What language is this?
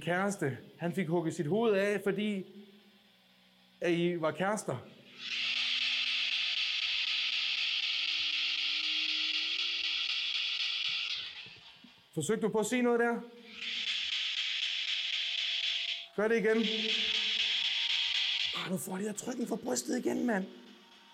Danish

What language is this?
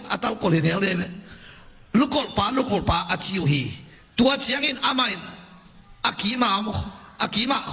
Tedim Chin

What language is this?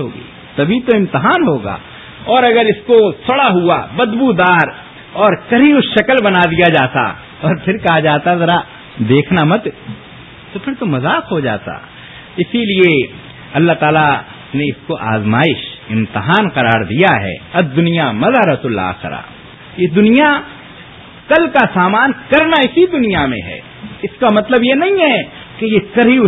Urdu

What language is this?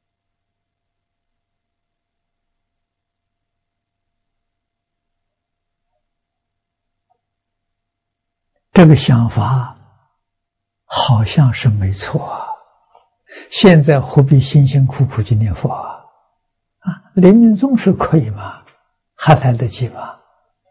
Chinese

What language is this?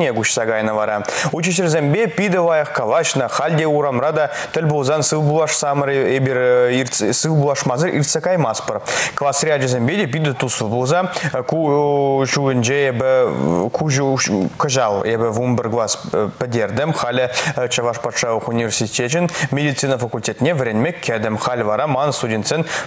Chuvash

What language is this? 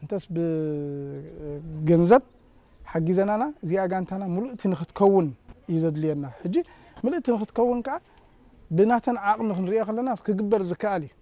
Tigrinya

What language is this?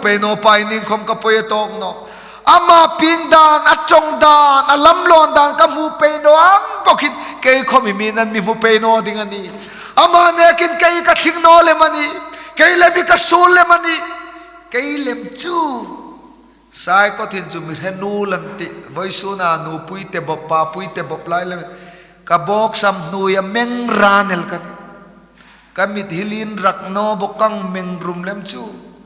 Hmar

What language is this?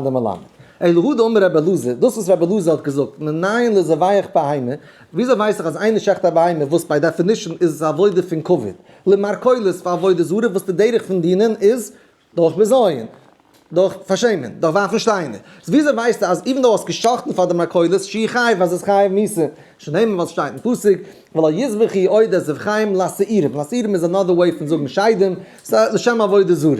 Yiddish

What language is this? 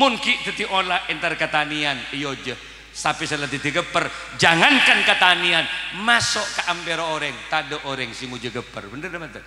Madurese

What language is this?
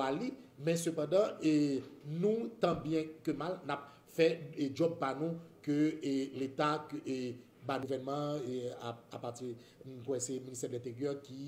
Haitian Creole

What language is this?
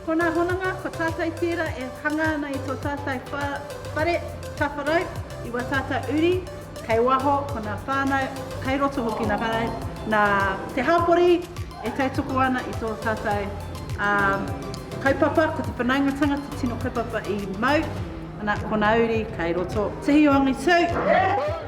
Māori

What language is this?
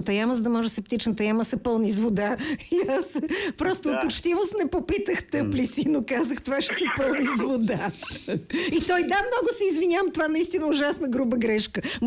Bulgarian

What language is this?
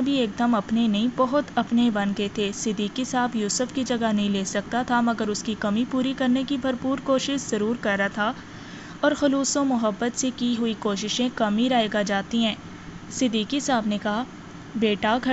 Urdu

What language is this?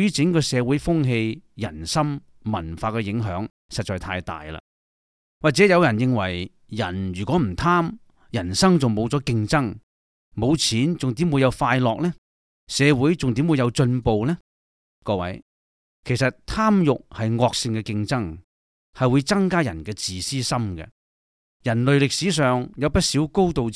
Cantonese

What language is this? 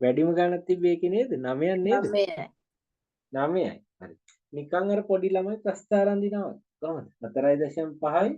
Sinhala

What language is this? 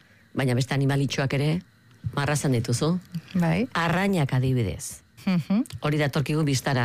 Basque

